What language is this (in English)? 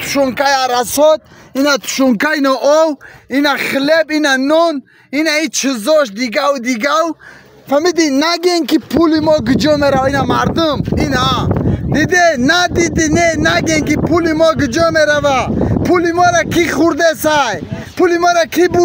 Tajik